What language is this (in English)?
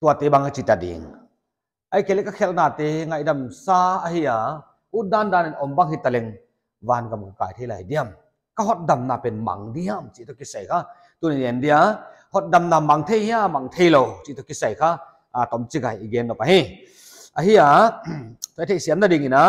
Paite Chin